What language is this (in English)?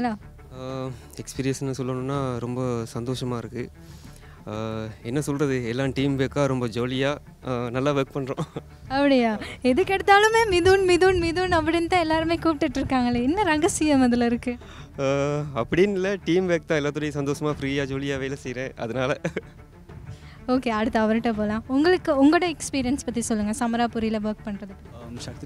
Tamil